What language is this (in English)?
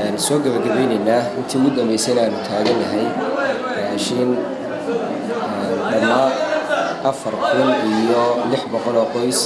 Somali